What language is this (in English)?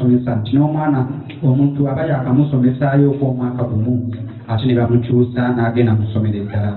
Ganda